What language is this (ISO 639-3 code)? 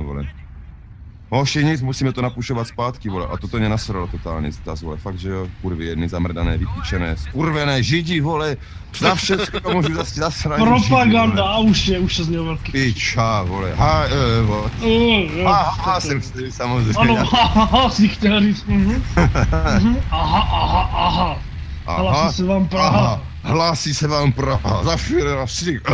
ces